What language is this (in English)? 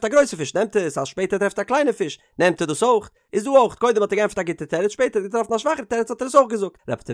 Yiddish